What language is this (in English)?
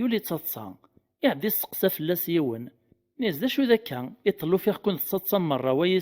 Kabyle